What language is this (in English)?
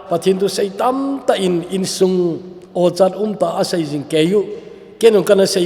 Thado Chin